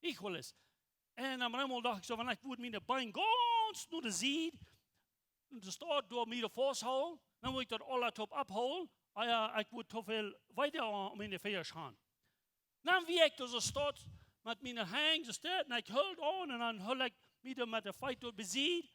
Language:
Plautdietsch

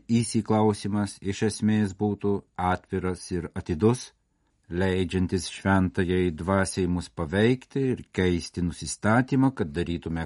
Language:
Lithuanian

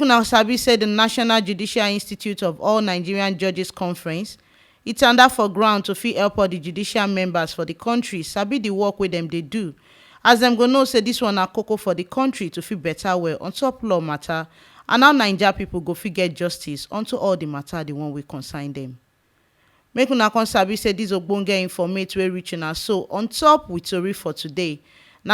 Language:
Nigerian Pidgin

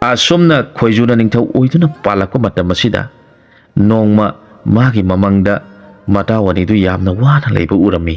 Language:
Manipuri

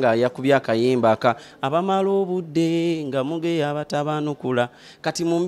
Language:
Ganda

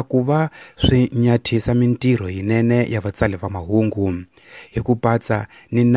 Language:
Tsonga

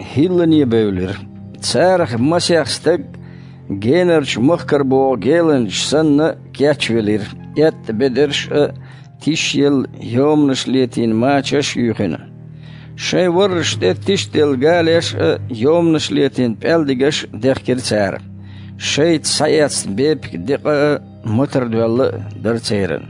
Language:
Chechen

